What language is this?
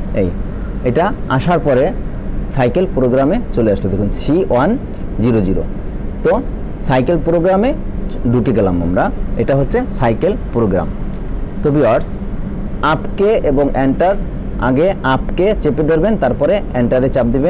Bangla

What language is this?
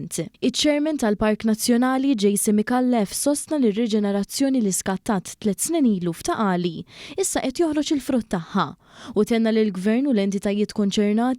Maltese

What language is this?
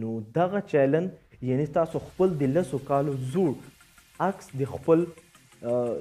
Pashto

